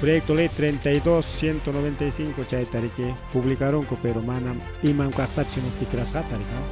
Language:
Ayacucho Quechua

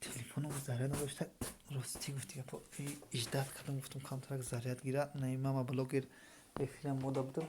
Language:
Tajik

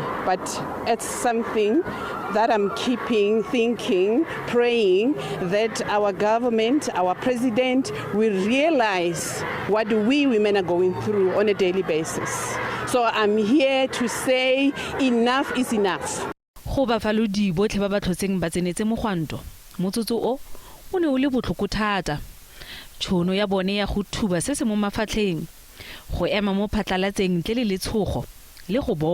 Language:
Tswana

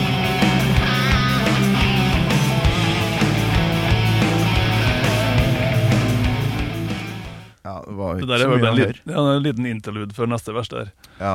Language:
Norwegian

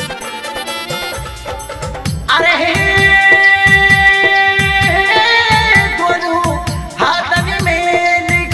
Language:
Bhojpuri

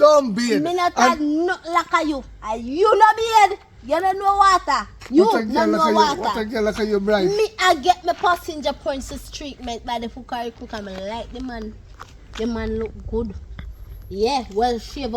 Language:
Jamaican Creole English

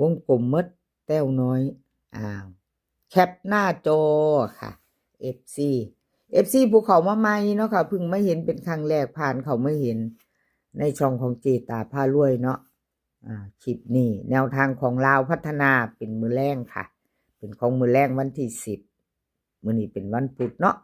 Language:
Northeastern Thai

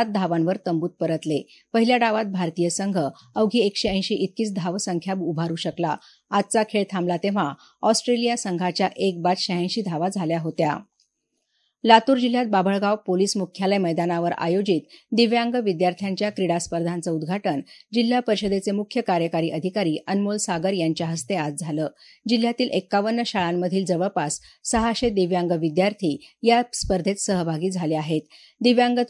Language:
Marathi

